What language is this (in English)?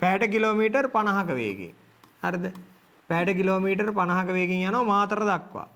Sinhala